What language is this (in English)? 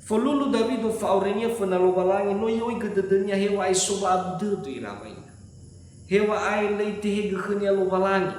Nias